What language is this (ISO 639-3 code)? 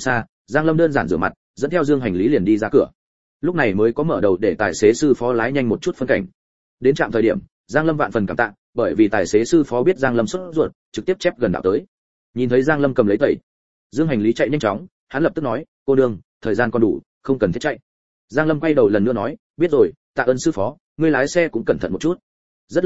vie